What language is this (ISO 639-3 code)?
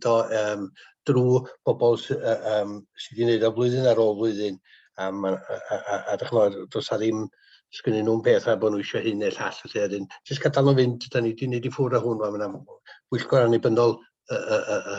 cym